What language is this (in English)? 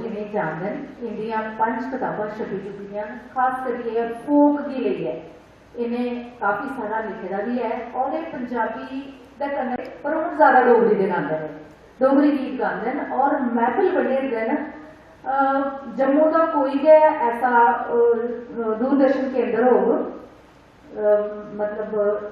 Dogri